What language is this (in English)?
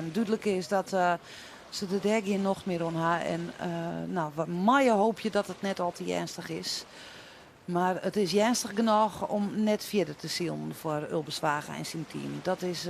Western Frisian